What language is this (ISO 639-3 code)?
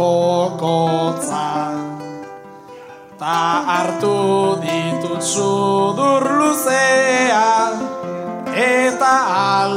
eus